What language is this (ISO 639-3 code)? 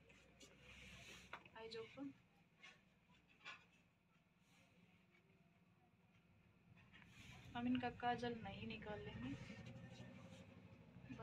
hin